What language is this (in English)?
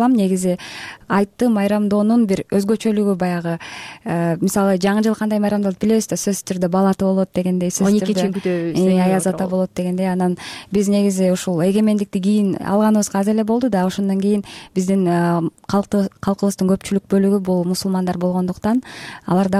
Kyrgyz